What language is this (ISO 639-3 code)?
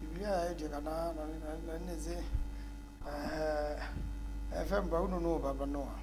kam